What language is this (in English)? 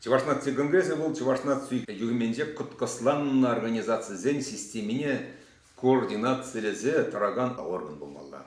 Chuvash